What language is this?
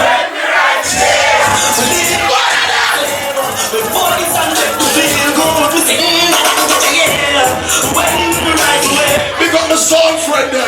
Jamaican Creole English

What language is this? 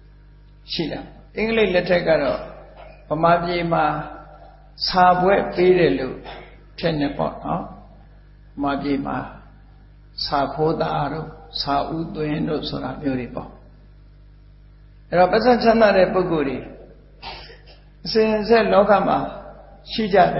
Burmese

